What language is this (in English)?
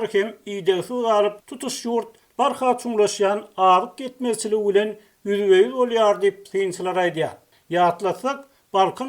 Turkmen